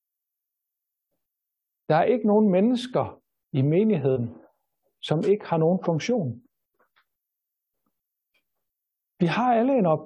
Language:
Danish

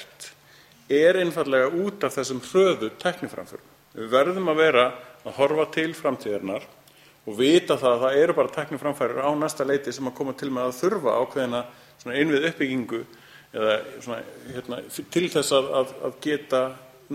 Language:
Icelandic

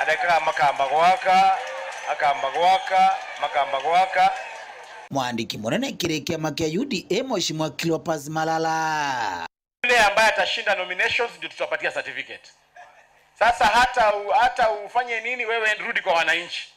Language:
Meru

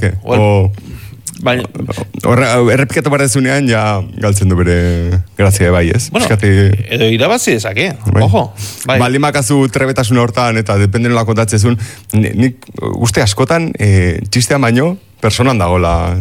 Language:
Basque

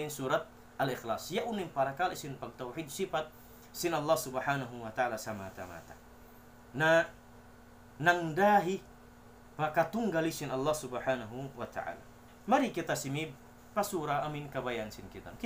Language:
Tausug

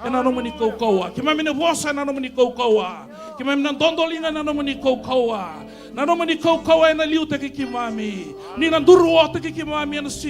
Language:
Fijian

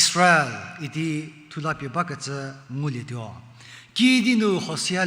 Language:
Angami Naga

